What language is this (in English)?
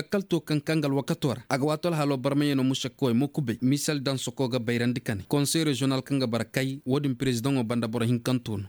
Koyraboro Senni